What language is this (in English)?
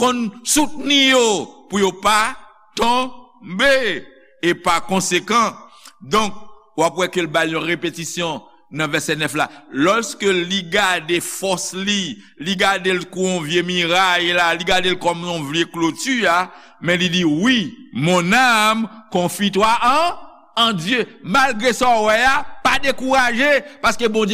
Haitian Creole